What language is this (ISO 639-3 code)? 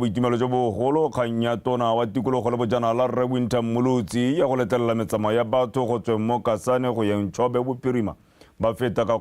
tsn